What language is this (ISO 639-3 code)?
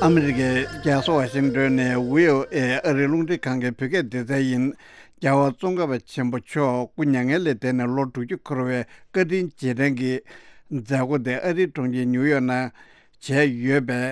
bod